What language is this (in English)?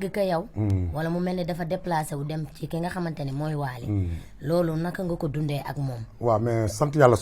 Wolof